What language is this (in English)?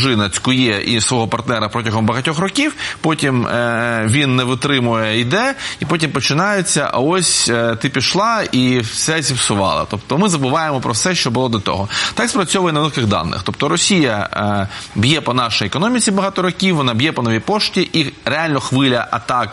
Ukrainian